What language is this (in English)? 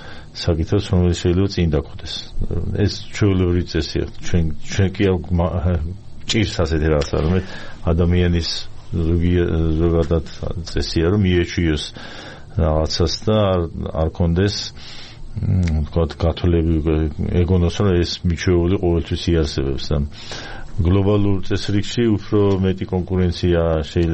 Georgian